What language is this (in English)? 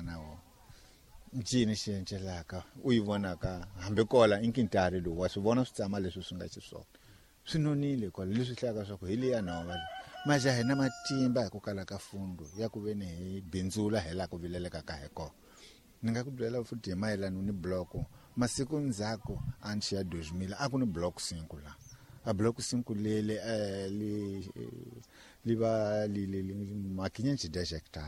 Tsonga